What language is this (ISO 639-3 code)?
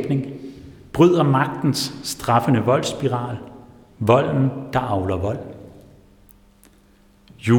dan